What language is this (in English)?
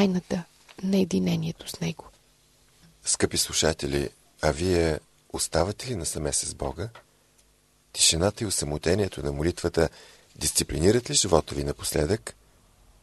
Bulgarian